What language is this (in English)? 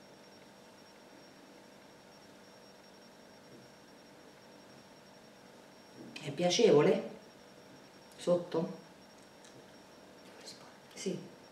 Italian